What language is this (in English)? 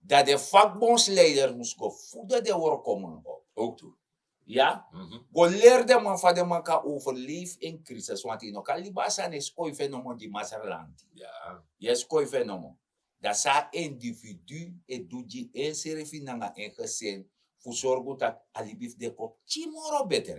Sranan Tongo